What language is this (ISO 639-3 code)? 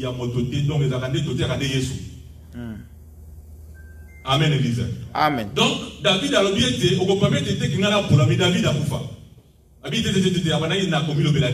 fra